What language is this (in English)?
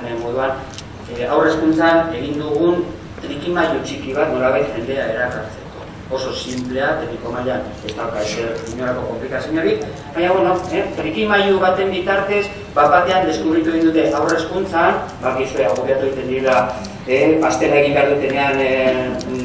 Basque